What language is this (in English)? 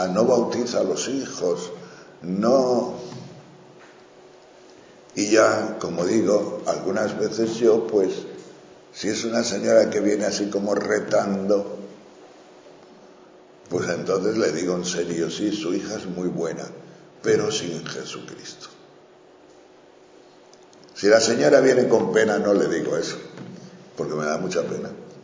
Spanish